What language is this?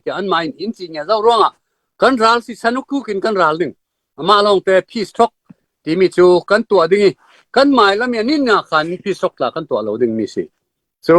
Falam Chin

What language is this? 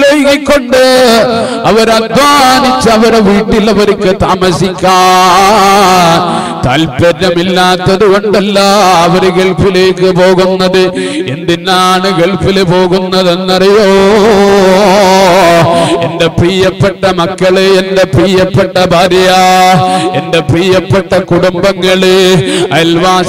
Malayalam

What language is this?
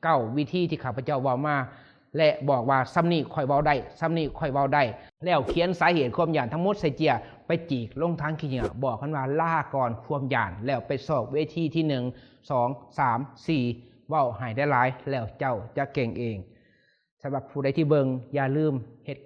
Lao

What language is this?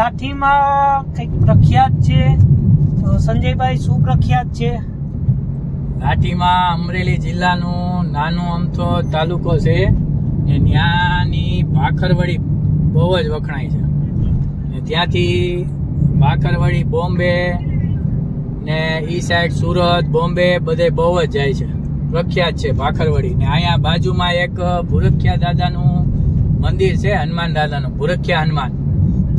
Gujarati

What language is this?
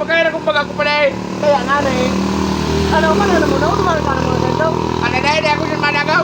Bikol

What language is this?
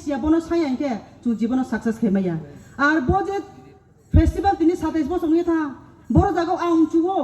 Riang (India)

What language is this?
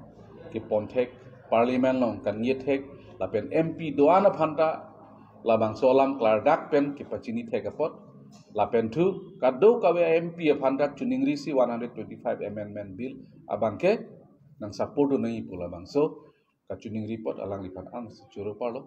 Karbi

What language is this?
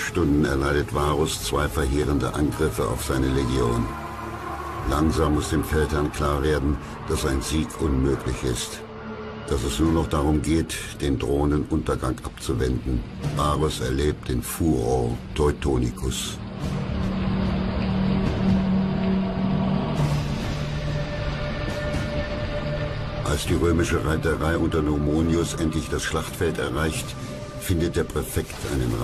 German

